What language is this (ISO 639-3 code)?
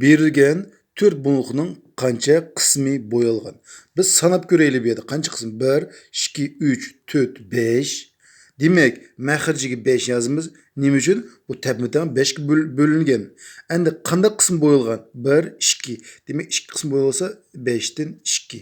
uig